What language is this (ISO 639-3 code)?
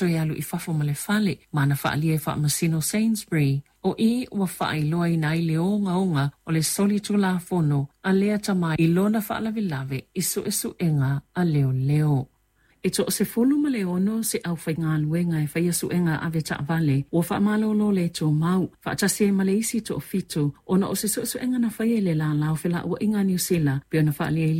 smo